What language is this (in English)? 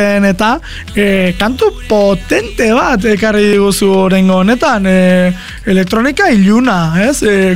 Basque